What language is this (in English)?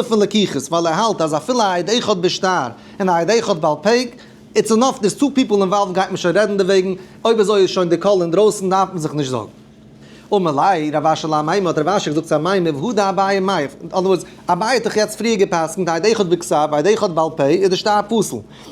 Yiddish